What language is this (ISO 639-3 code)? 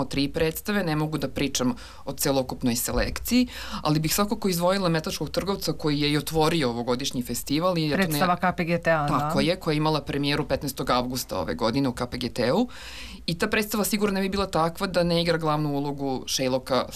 srp